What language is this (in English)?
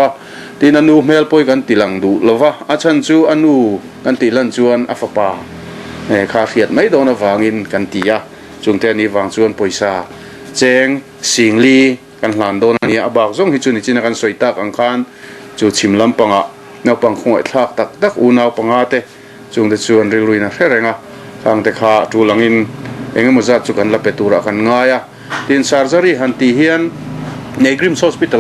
Mizo